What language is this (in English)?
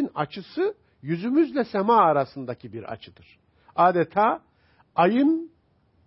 Turkish